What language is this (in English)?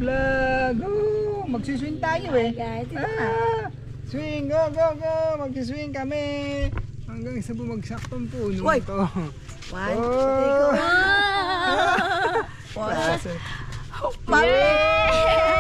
Filipino